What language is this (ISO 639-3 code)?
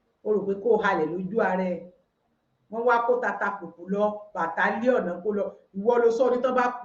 yor